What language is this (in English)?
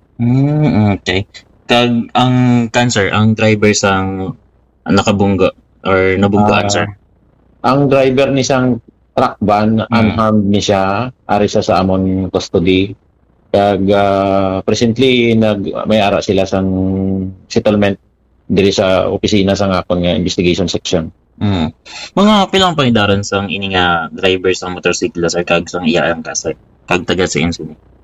Hiligaynon